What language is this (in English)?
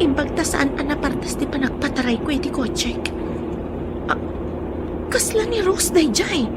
Iloko